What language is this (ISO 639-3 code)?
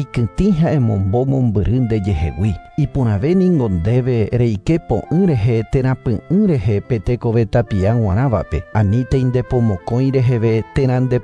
grn